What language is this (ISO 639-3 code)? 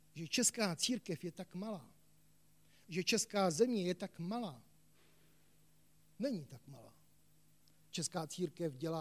ces